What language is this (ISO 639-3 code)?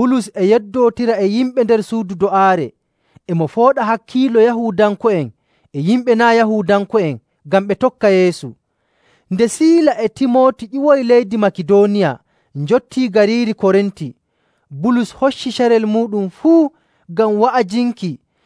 fuv